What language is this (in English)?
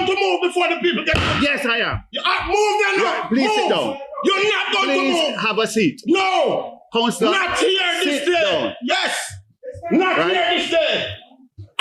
Jamaican Creole English